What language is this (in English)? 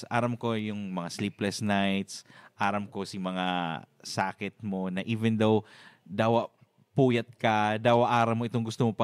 Bikol